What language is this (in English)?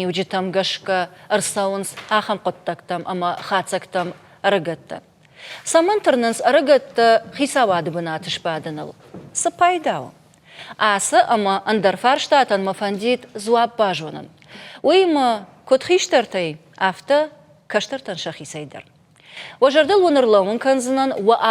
Ossetic